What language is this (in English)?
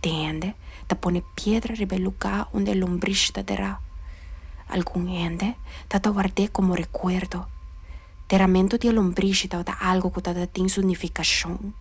Papiamento